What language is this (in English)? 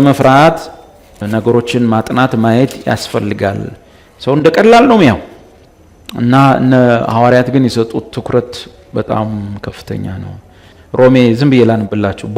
Amharic